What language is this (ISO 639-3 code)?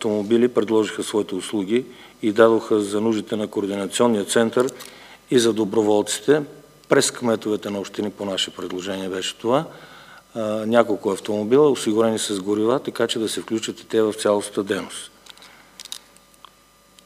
bul